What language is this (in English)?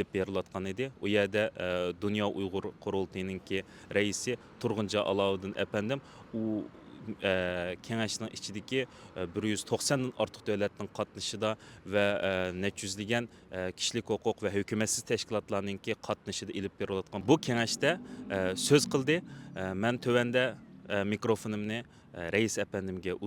Uyghur